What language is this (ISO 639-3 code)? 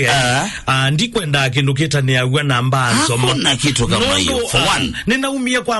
kam